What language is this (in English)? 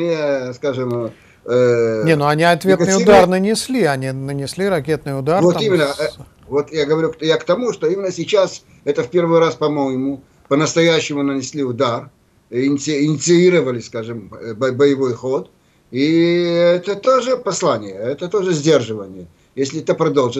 Russian